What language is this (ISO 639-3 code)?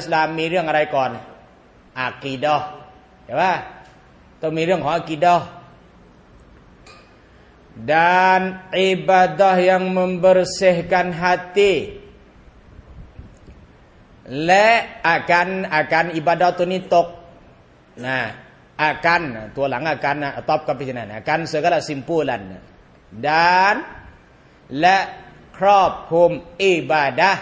tha